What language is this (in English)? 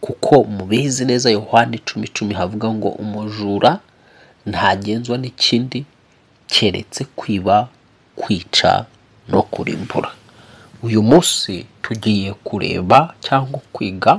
Kinyarwanda